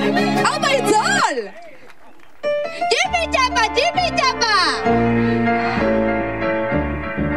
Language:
Basque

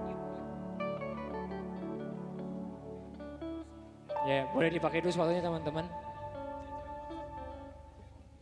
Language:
Indonesian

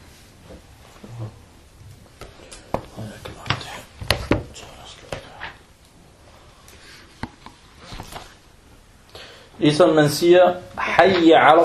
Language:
Danish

